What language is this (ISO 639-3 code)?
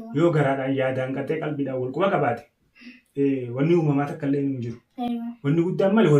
orm